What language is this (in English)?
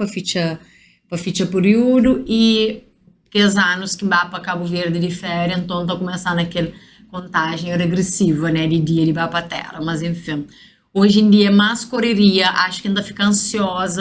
Kabuverdianu